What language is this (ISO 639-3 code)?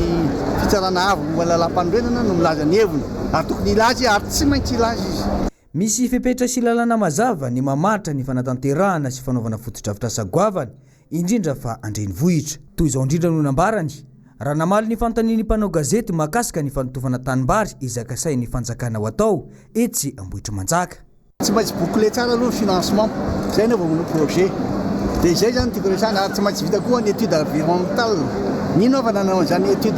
mlg